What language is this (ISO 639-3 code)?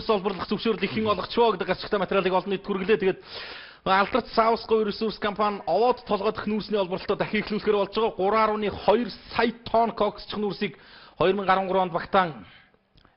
mon